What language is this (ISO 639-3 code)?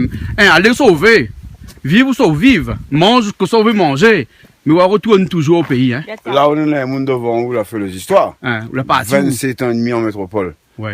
rcf